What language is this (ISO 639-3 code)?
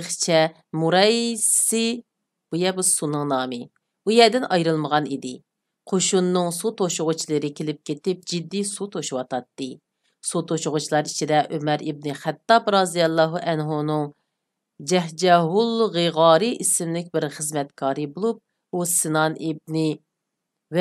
uig